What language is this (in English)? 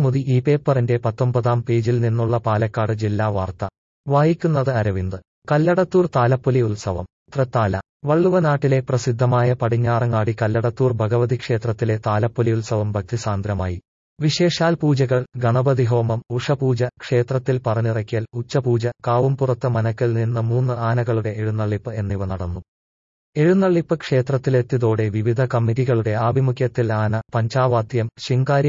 Malayalam